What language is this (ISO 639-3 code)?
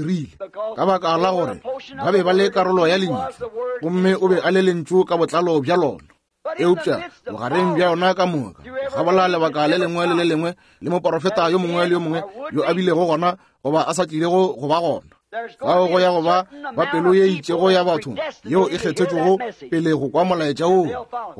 nso